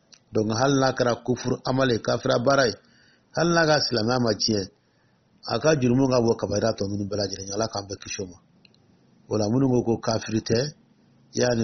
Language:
Dyula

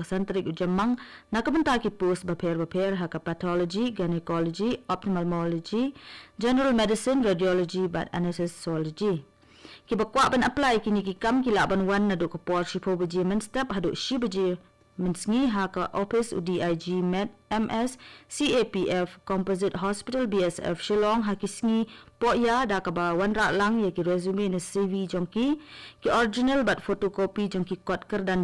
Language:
Khasi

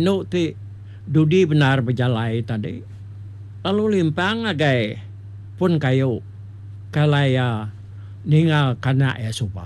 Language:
Iban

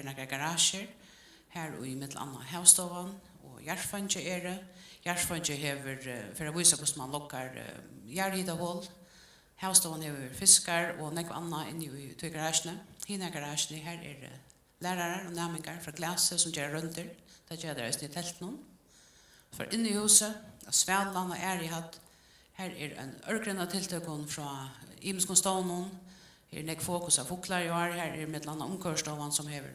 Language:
Faroese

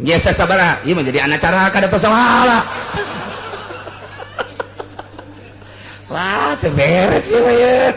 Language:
Sundanese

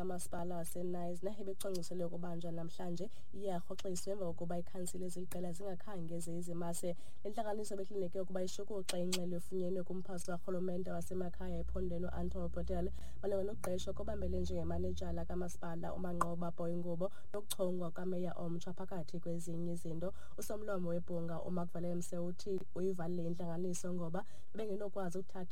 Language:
Xhosa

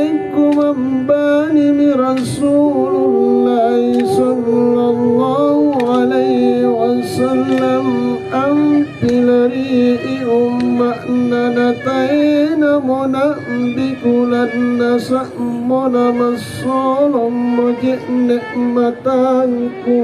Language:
Makasar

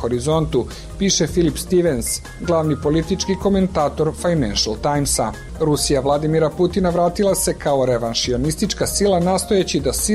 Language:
Serbian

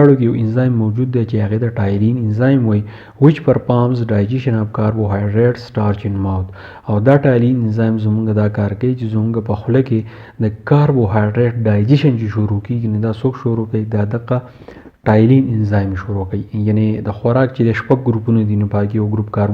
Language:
Pashto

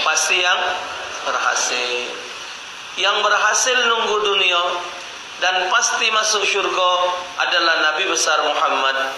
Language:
Musi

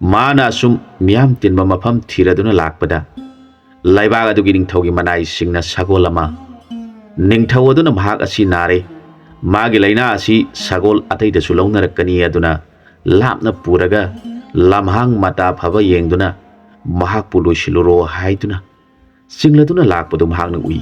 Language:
Manipuri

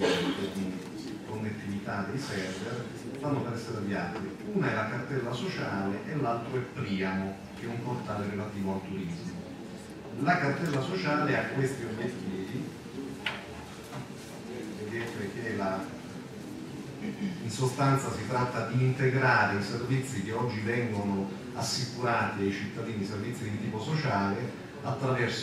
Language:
Italian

